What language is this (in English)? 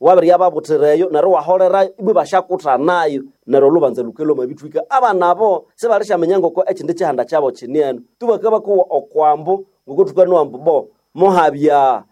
Nande